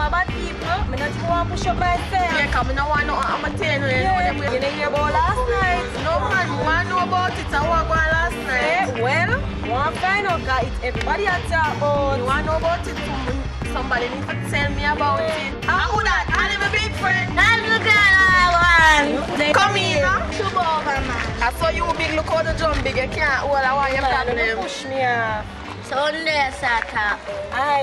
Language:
Jamaican Creole English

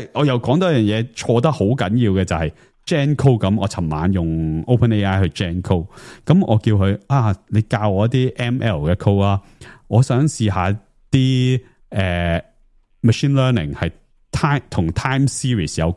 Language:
Cantonese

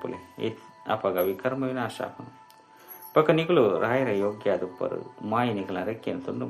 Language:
Tulu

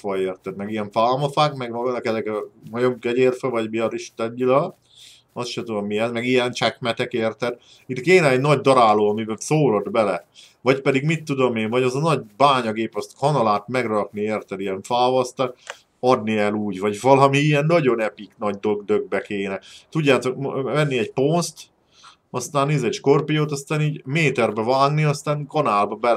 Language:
Hungarian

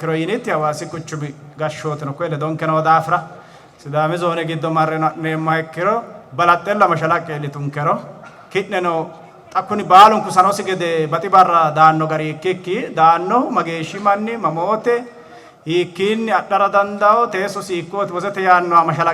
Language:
Sidamo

